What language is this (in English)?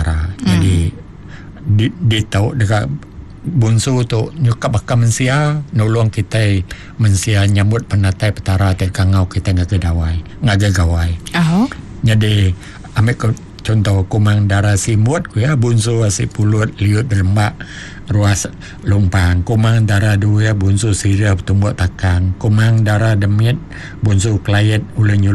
Iban